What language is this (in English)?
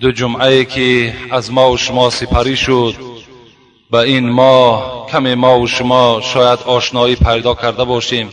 Tajik